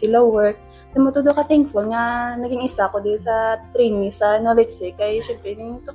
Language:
Hiligaynon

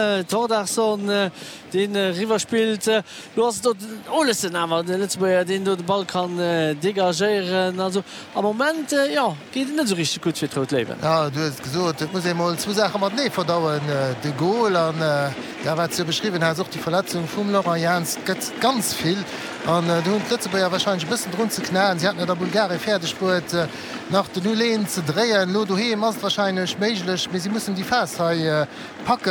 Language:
Luxembourgish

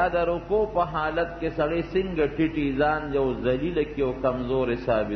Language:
Pashto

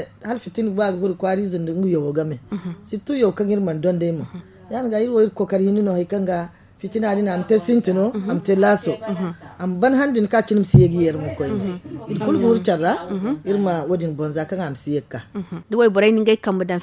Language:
Zarma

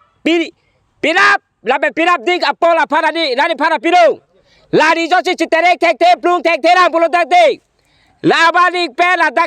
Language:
Karbi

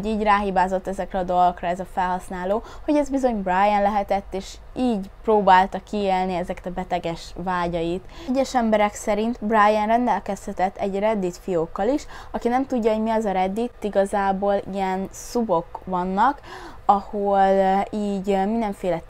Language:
Hungarian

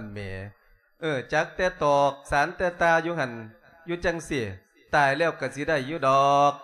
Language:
Lao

